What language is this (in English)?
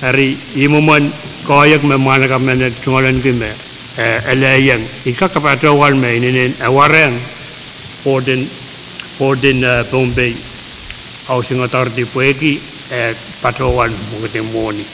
Pohnpeian